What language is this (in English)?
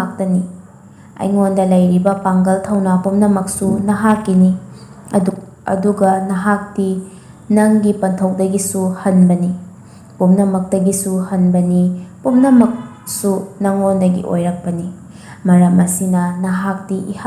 Manipuri